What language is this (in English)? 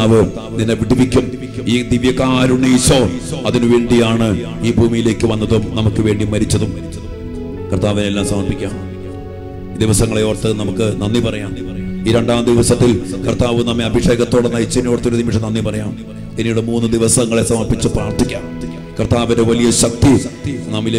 Malayalam